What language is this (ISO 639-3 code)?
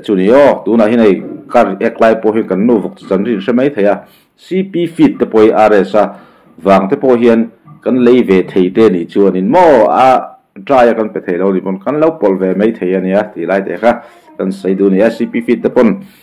lus